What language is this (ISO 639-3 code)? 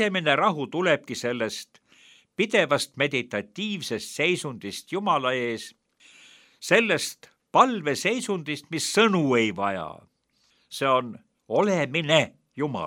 est